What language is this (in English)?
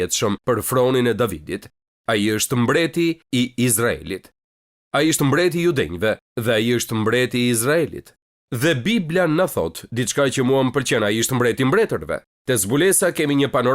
Albanian